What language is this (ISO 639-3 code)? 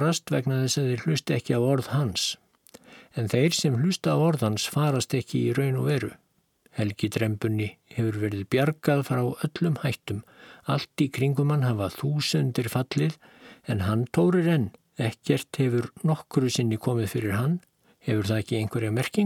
isl